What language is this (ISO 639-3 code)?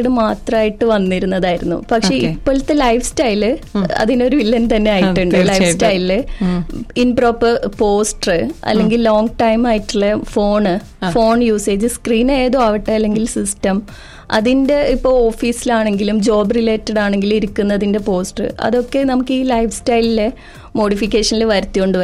mal